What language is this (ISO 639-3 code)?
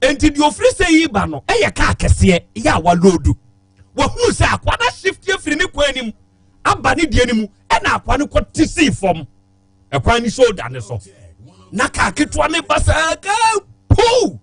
aka